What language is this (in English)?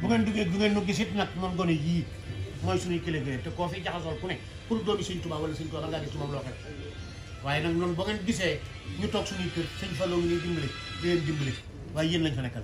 Wolof